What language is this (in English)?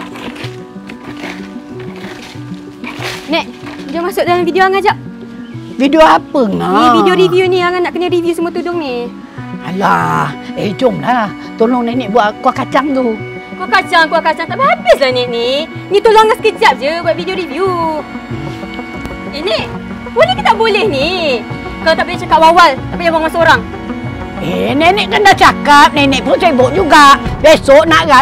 Malay